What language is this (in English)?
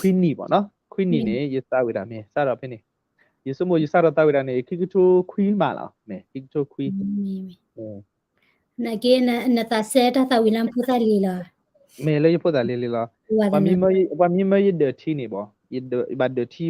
S'gaw Karen